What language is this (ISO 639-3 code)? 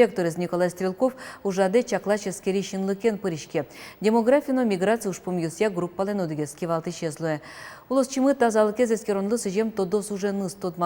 udm